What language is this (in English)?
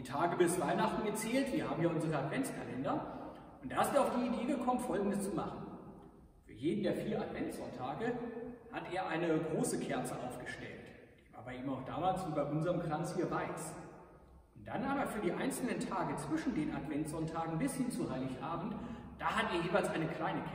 German